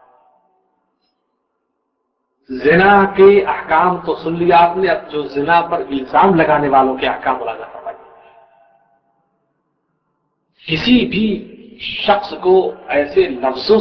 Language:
Urdu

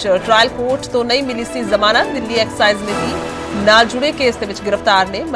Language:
Punjabi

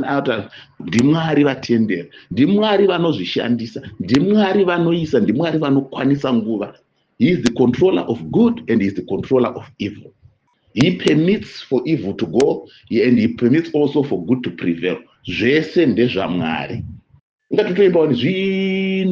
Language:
Shona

